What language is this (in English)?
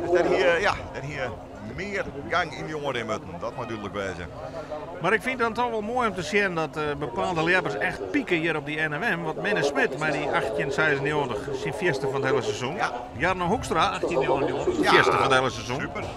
Western Frisian